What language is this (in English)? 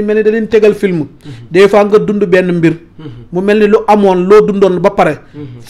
Wolof